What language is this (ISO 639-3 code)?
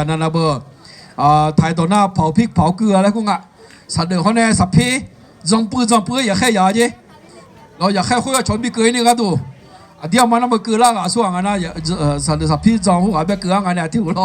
ahk